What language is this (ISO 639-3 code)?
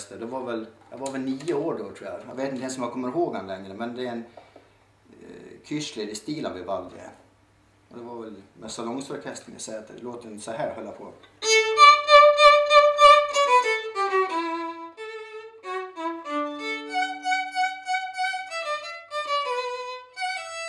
swe